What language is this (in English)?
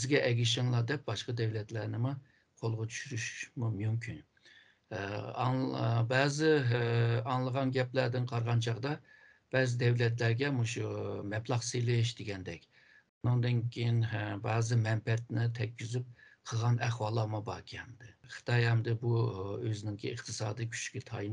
Uyghur